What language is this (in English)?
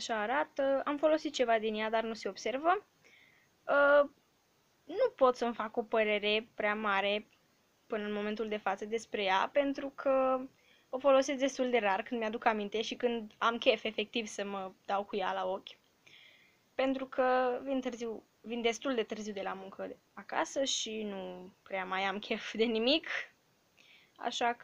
Romanian